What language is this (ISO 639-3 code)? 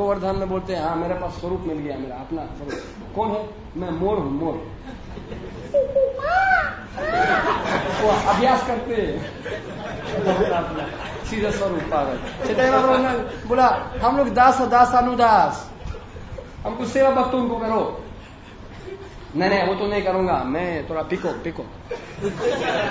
hin